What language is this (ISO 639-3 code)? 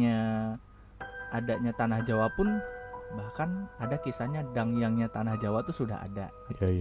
ind